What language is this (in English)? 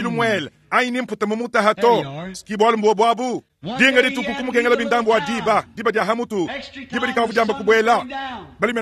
Luba-Lulua